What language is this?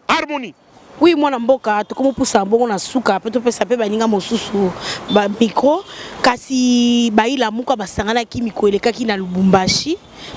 Lingala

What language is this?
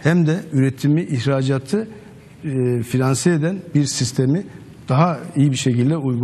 Turkish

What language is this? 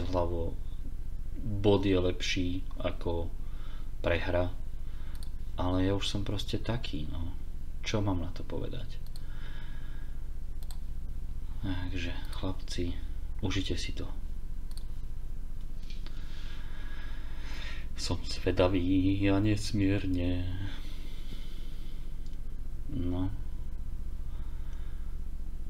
Slovak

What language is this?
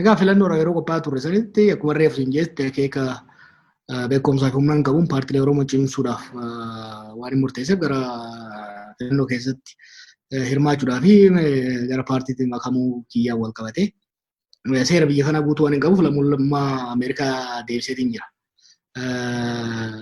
Oromo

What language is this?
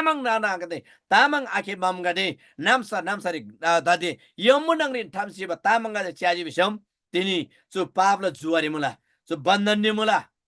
Eastern Tamang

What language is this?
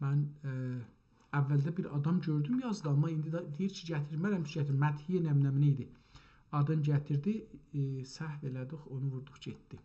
South Azerbaijani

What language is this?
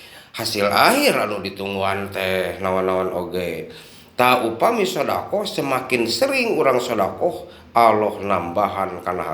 Sundanese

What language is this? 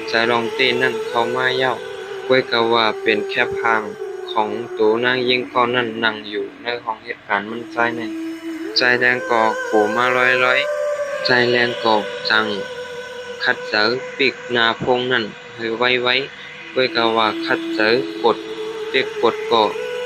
Shan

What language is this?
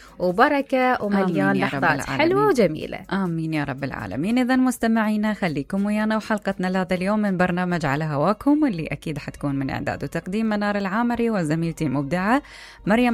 Mesopotamian Arabic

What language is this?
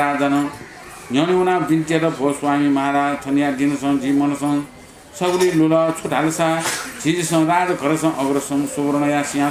Newari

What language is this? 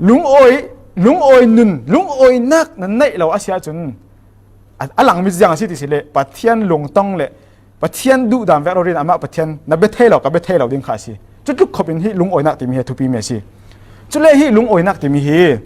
Falam Chin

